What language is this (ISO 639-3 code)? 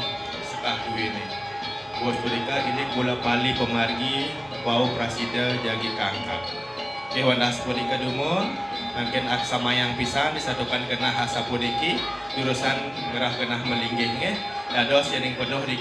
ban